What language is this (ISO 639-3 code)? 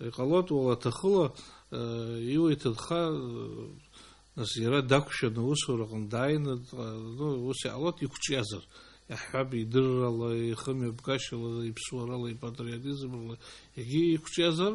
abk